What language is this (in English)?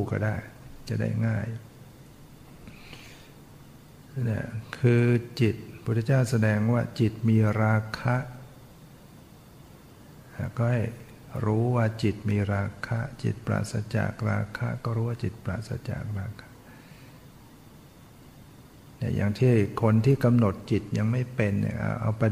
Thai